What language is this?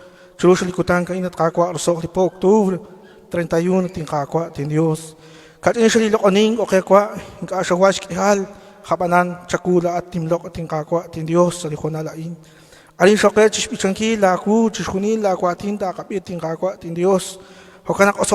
Kekchí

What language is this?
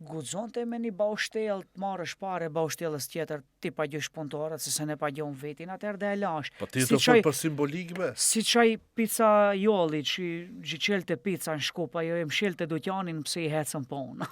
Albanian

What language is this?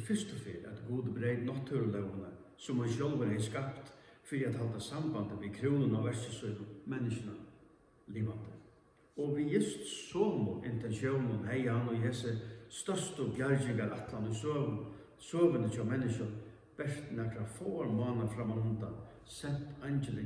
Faroese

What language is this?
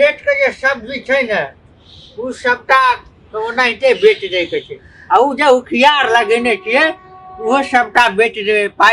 Maithili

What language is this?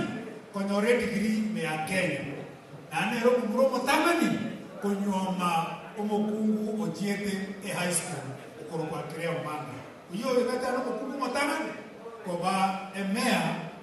Gusii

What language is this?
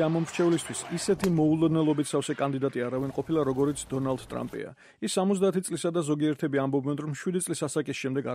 Georgian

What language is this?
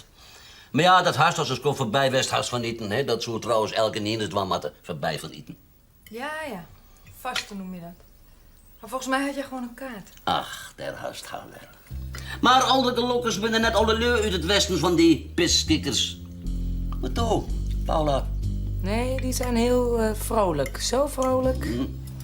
Western Frisian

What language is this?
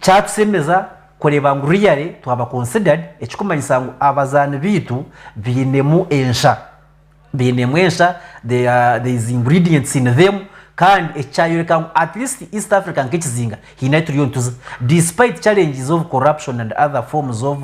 Nyankole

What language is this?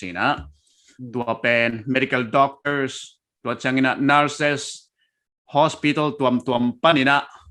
Paite Chin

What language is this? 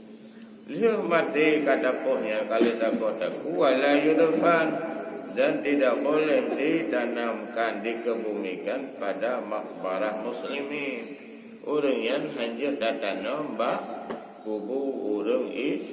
Achinese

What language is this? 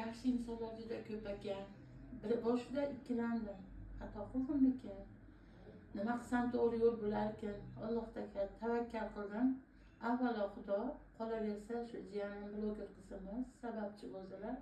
Uzbek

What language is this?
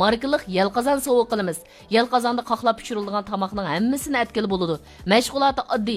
Uyghur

